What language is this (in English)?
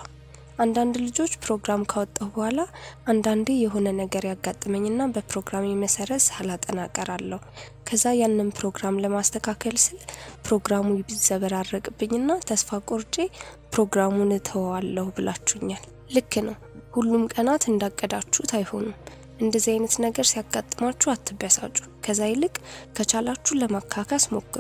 Amharic